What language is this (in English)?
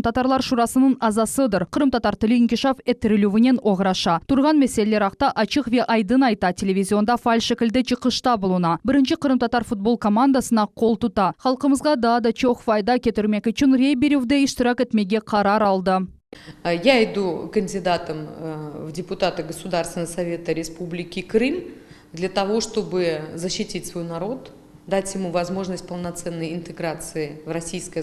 Crimean Tatar